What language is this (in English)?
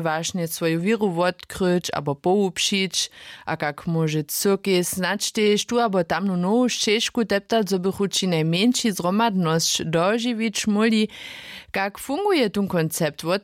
Upper Sorbian